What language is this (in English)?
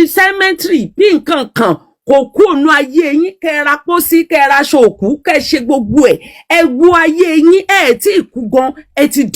Yoruba